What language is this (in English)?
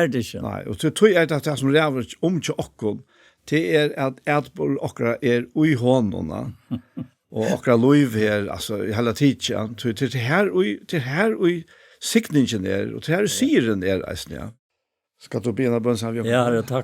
Faroese